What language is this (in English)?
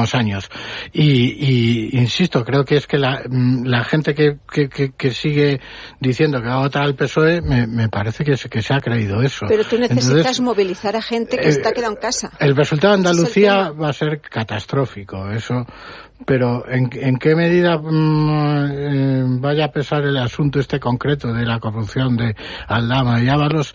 Spanish